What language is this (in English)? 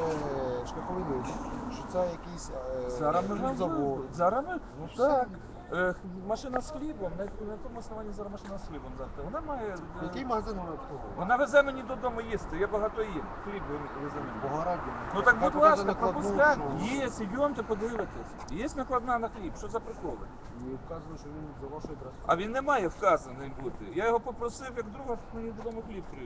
Ukrainian